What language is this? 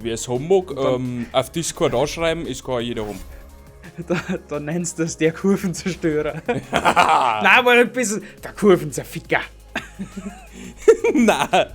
Bavarian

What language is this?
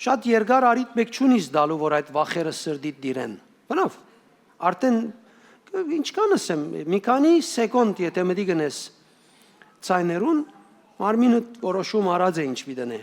Western Armenian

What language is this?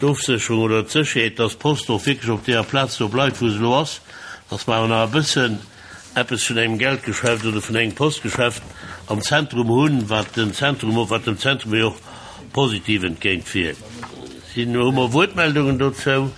Luxembourgish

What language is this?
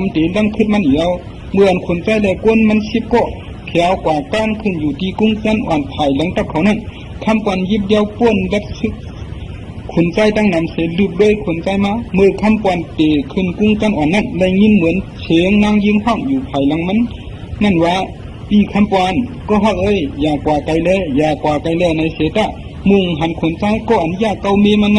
Shan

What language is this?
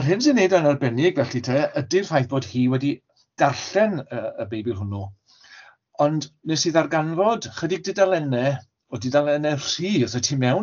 Welsh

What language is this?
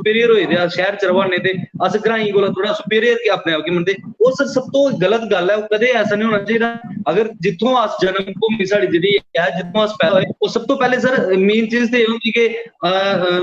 Dogri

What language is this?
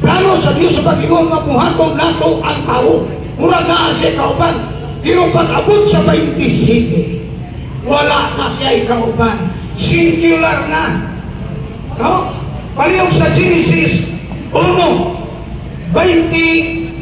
Cebuano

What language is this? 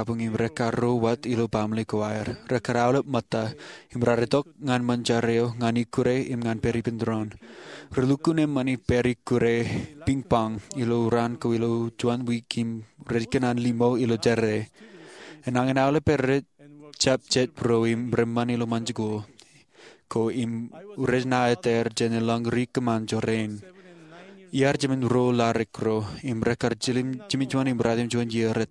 Marshallese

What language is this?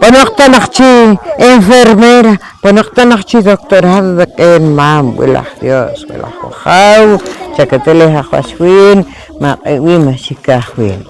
Poqomchi'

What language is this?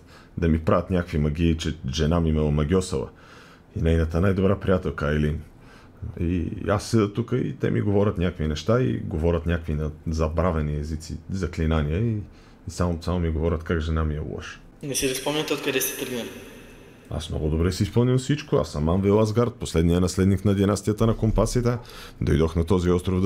Bulgarian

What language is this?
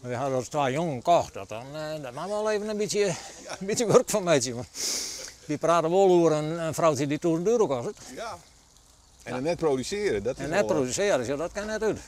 Western Frisian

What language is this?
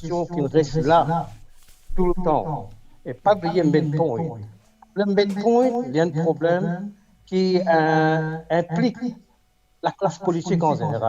Morisyen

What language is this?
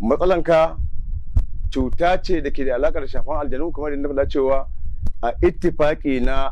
Hausa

